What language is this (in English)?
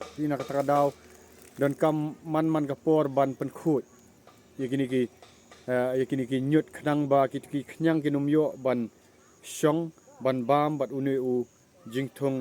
Khasi